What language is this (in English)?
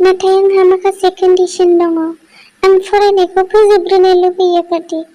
Bodo